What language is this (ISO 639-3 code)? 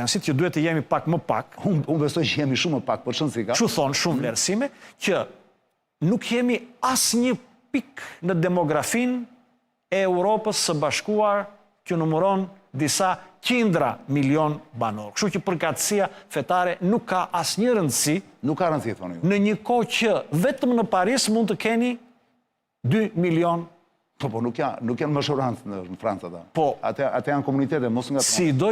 sqi